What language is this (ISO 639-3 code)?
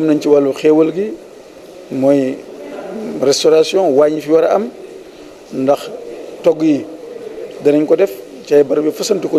wol